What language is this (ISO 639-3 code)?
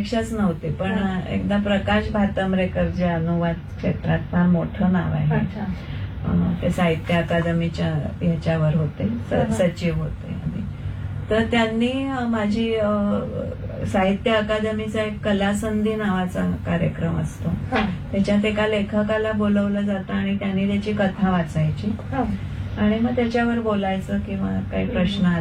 mar